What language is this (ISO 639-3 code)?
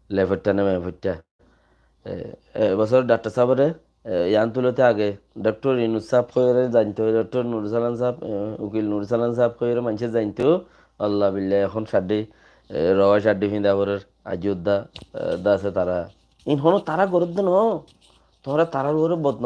rhg